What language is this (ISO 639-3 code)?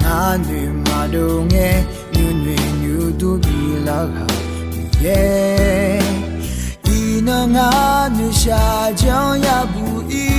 ahk